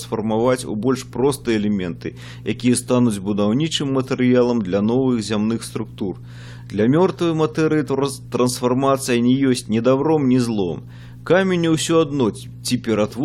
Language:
Belarusian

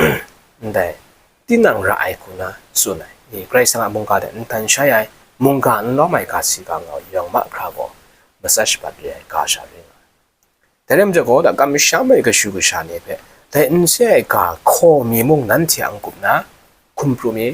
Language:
Kachin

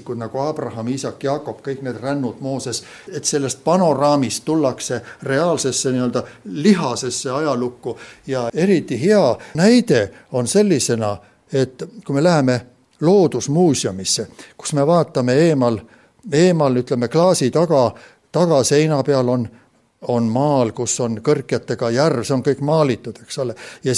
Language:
Estonian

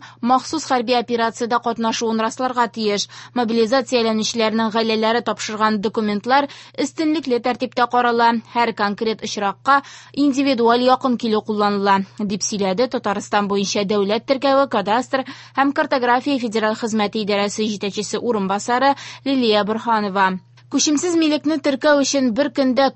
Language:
Tatar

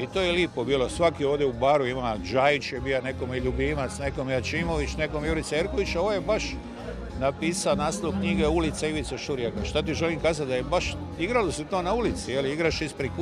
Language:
Croatian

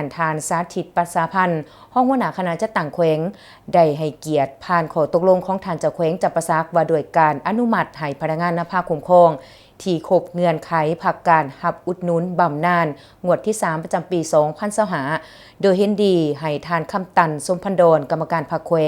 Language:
Lao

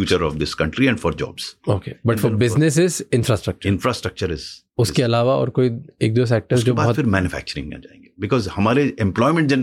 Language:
Hindi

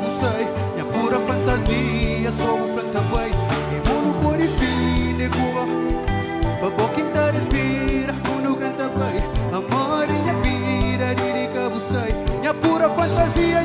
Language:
Kabuverdianu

